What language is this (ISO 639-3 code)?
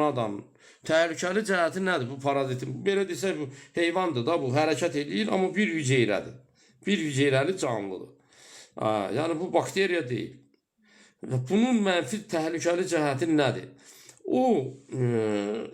aze